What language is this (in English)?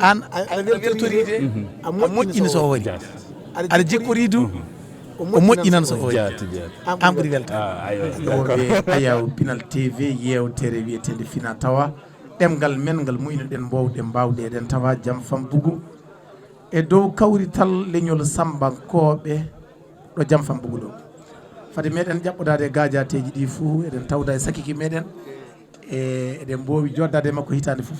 Fula